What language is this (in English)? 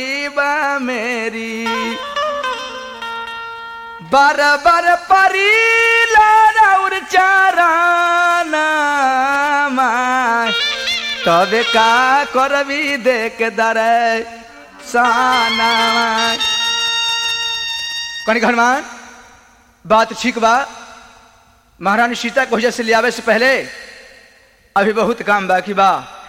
Bhojpuri